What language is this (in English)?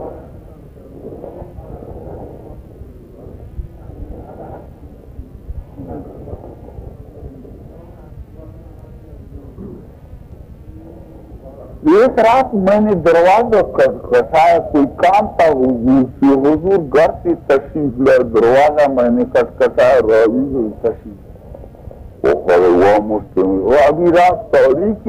Urdu